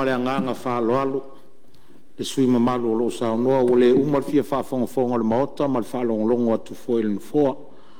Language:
Samoan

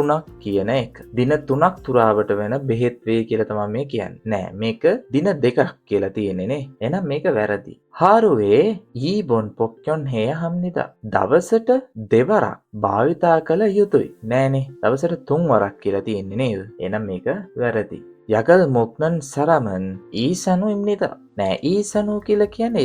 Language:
Sinhala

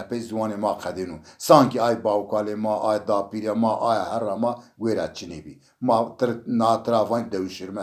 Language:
Zaza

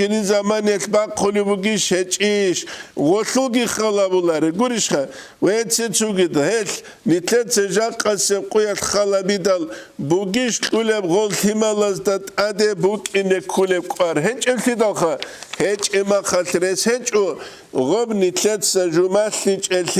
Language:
Avaric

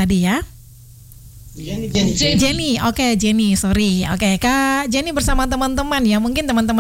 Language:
Indonesian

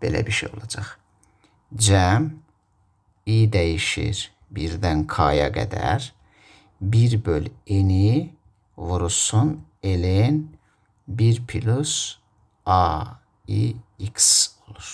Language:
Azerbaijani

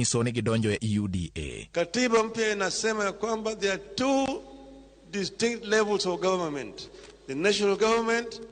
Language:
Luo (Kenya and Tanzania)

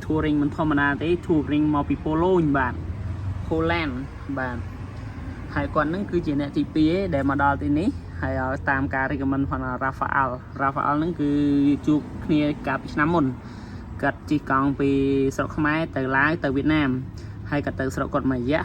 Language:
Khmer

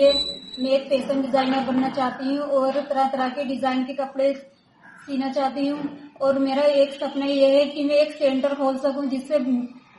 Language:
Hindi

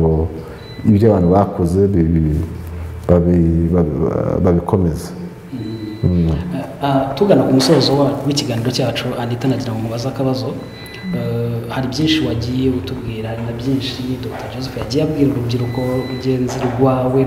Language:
Kinyarwanda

